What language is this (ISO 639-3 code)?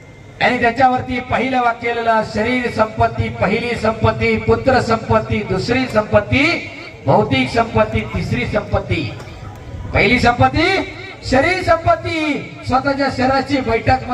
mar